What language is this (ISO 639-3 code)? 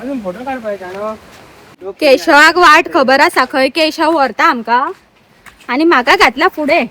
kok